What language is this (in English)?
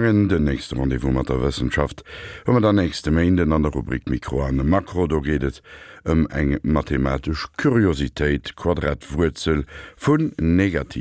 Luxembourgish